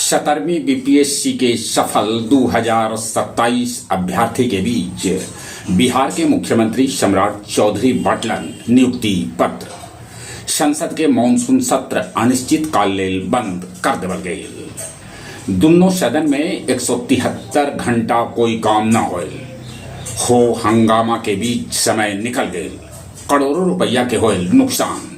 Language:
Magahi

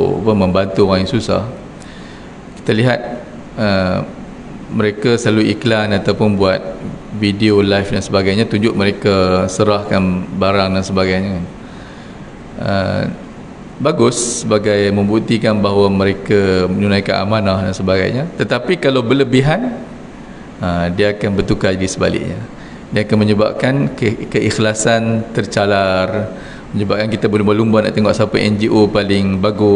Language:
Malay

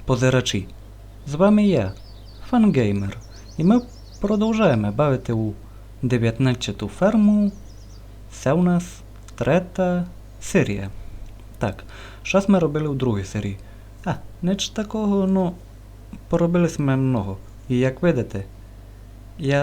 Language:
Rusyn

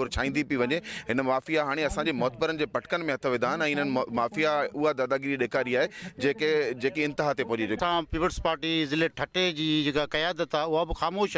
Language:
Sindhi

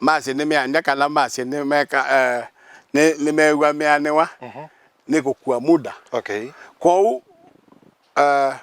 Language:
Kamba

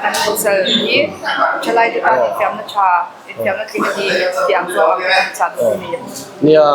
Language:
Mizo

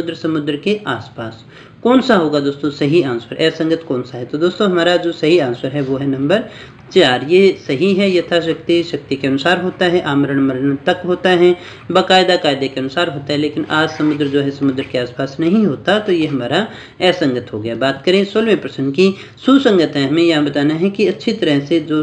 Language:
Hindi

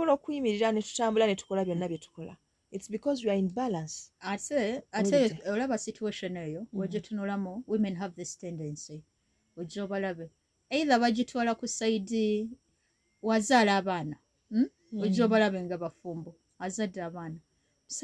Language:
Ganda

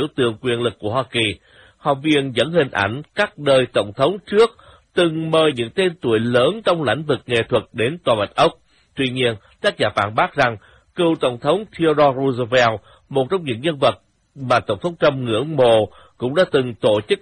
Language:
Vietnamese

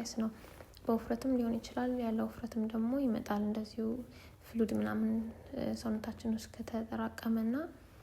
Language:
Amharic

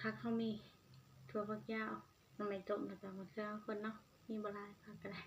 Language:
Northeastern Thai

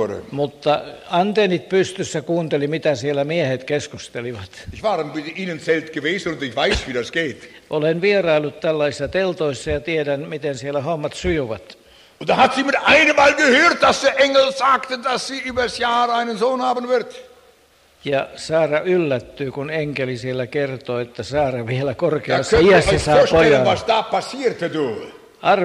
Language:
Finnish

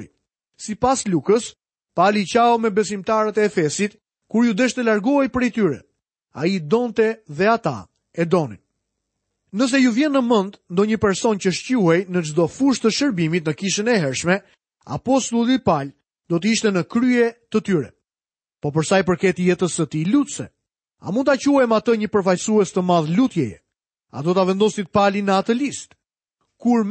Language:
Albanian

